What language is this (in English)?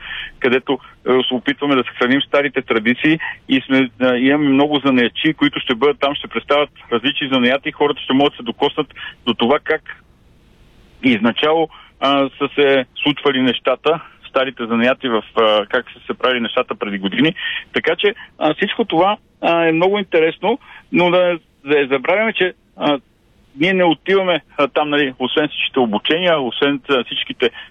Bulgarian